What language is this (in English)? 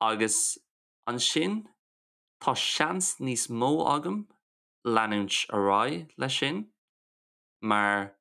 Irish